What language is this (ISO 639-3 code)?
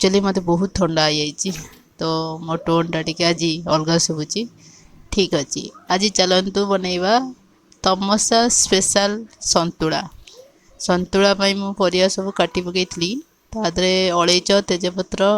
ori